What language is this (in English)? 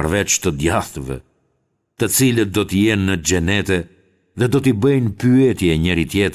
Albanian